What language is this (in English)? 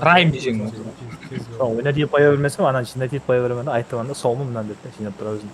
Kara-Kalpak